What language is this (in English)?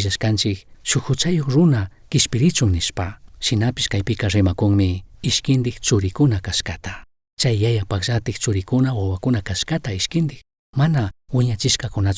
Chimborazo Highland Quichua